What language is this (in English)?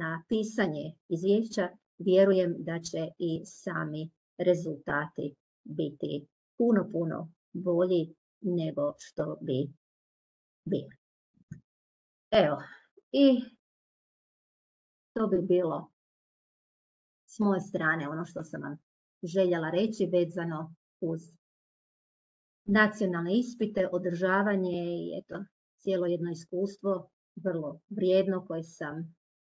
Croatian